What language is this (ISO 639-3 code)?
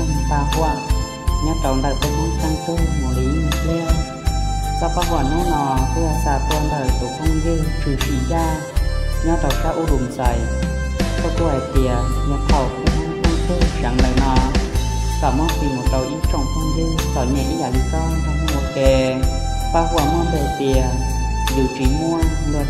hmn